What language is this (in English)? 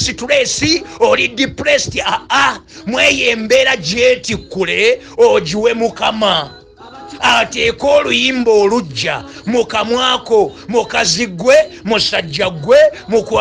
Ganda